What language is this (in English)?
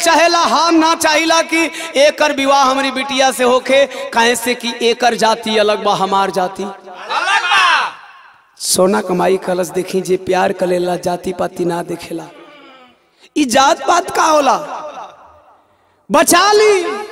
Bhojpuri